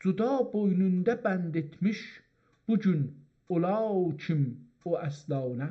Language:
South Azerbaijani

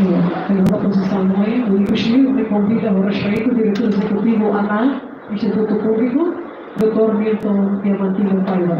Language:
Tetum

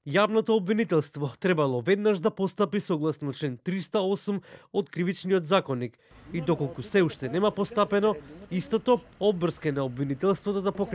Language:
Macedonian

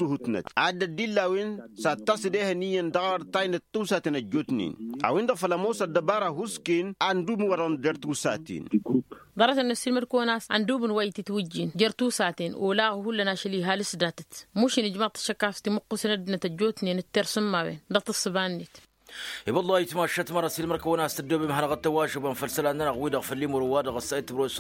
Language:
Tamasheq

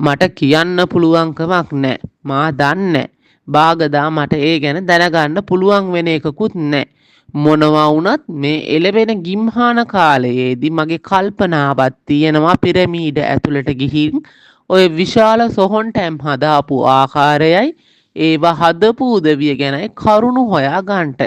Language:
Sinhala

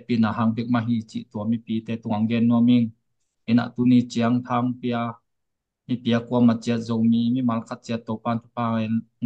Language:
Tedim Chin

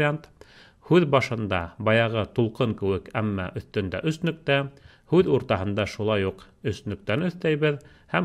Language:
Bashkir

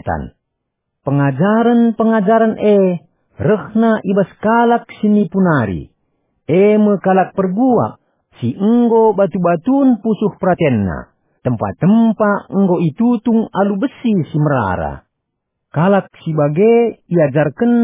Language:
Batak Karo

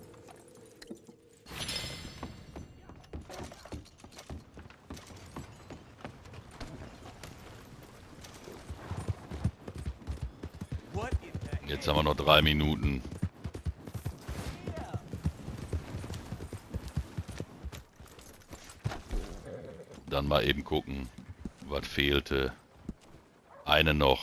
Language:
German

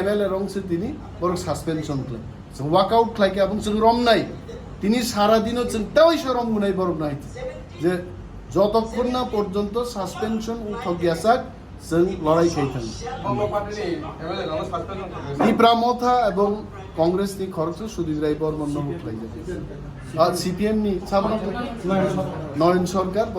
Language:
Kok Borok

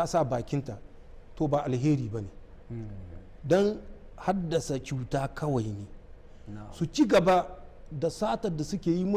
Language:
Hausa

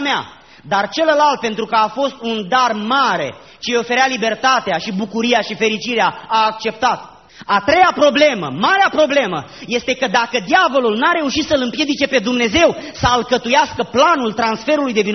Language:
Romanian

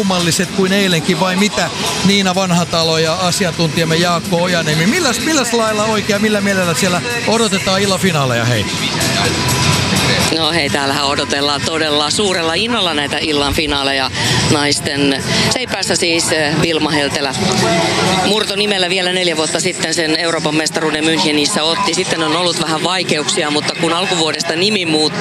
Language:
Finnish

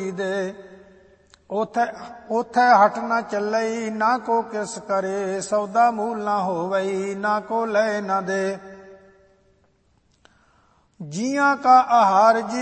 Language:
Punjabi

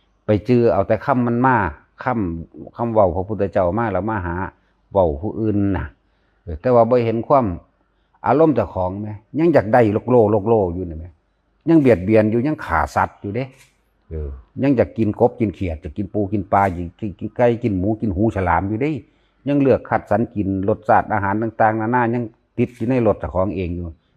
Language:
Northeastern Thai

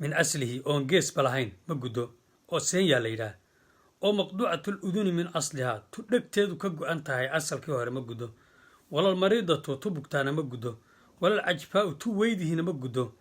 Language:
Somali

